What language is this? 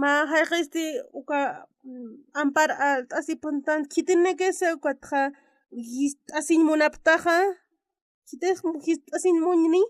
Aymara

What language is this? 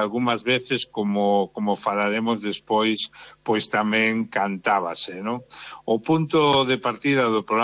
Galician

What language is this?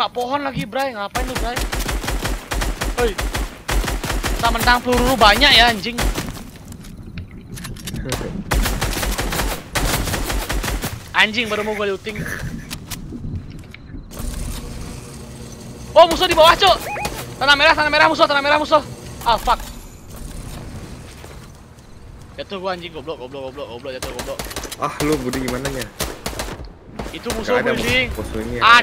Indonesian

